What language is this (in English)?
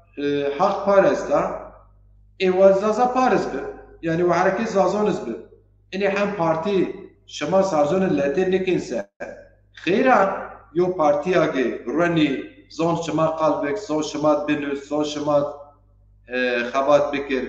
Zaza